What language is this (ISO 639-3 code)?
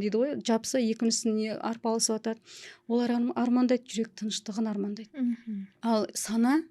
kaz